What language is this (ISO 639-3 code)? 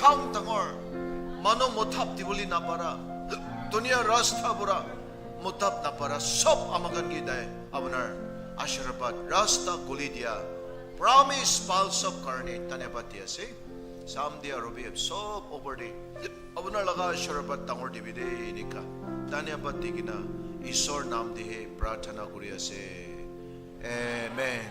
nag